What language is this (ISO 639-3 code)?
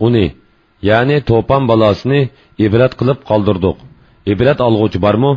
uig